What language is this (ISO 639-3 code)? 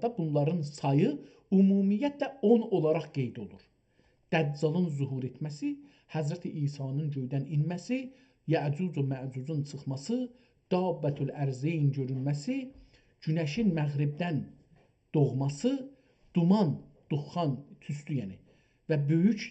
azb